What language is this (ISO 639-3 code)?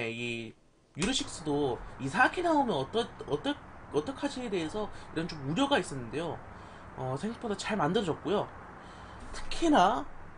kor